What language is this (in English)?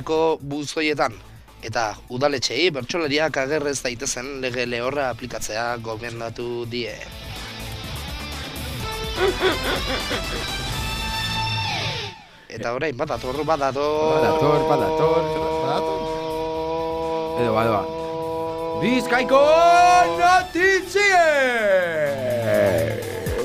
Basque